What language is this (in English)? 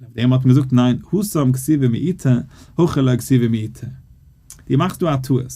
Yiddish